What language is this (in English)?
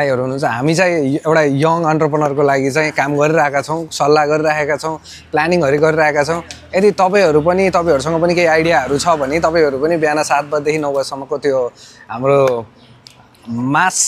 Nepali